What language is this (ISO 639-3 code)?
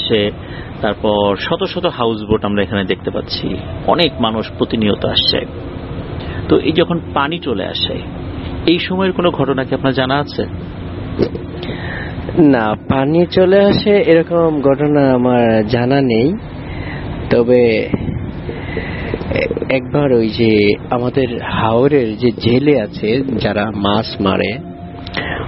ben